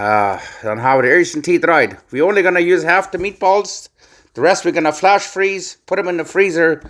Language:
Plautdietsch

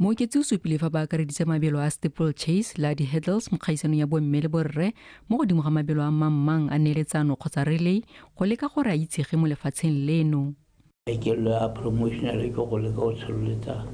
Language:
Tswana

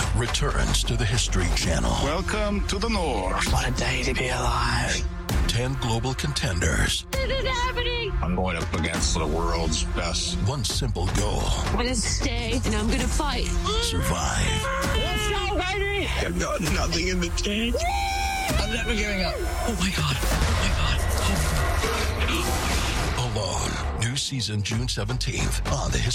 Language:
English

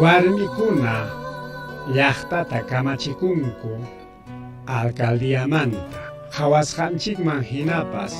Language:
Ayacucho Quechua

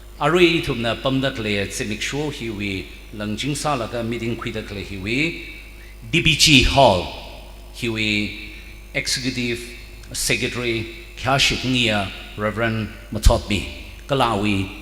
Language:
Tangkhul Naga (India)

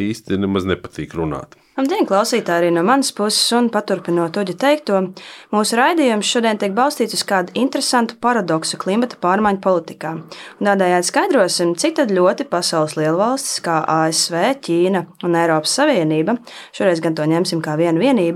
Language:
Latvian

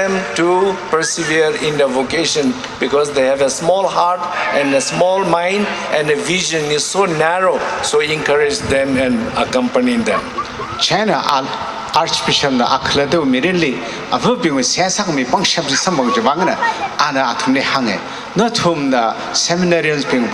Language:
Tangkhul Naga (India)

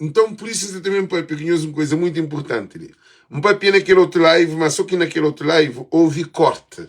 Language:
Kabuverdianu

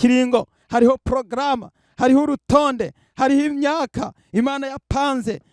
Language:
Rundi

